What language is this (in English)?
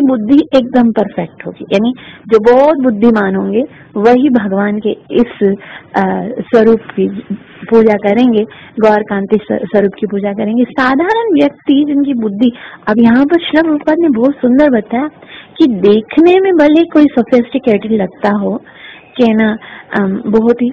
Hindi